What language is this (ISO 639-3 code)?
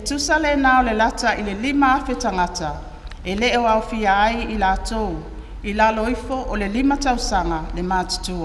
smo